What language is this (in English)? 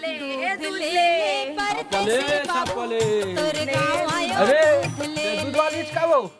Chhattisgarhi